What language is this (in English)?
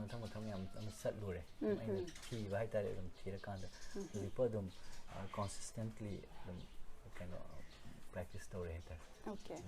Manipuri